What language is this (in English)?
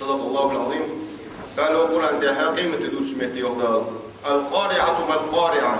Ingush